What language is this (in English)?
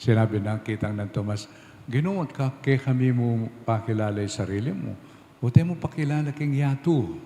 Pampanga